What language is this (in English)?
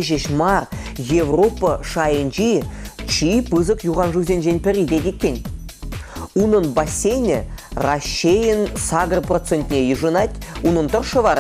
Chuvash